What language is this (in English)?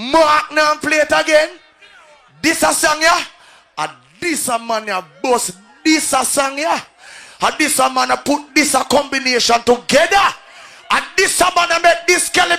Jamaican Creole English